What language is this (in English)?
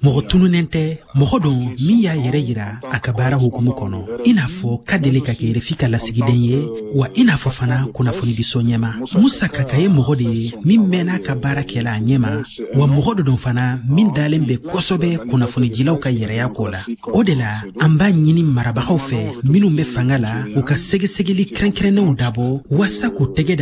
Bambara